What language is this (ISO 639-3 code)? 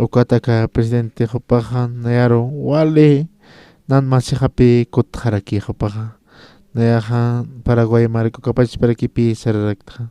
aym